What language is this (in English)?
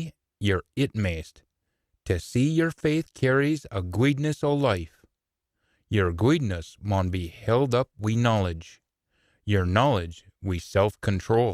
Scots